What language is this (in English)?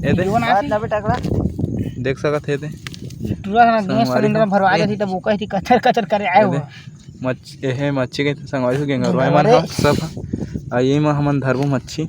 Chhattisgarhi